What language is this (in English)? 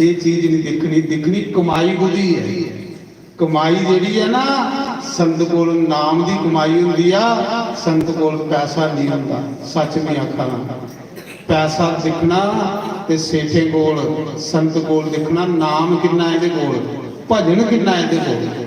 Dogri